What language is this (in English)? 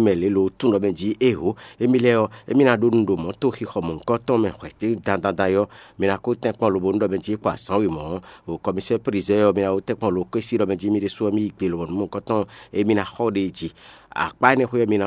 Fon